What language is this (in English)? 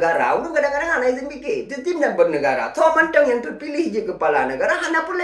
Achinese